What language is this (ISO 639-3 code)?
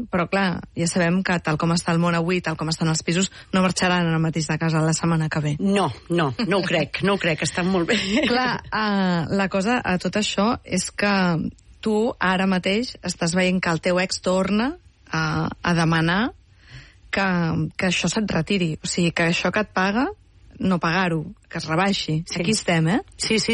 cat